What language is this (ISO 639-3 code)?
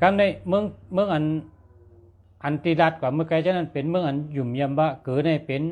shn